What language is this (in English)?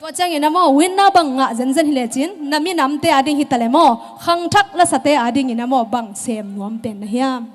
Tedim Chin